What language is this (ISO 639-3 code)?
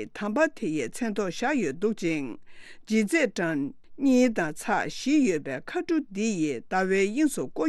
bod